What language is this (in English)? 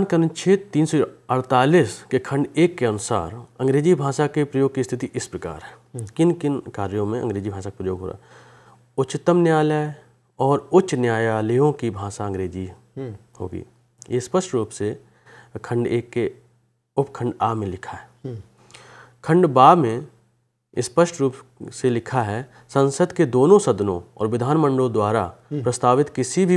Hindi